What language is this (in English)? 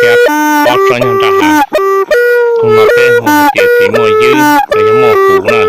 Hmong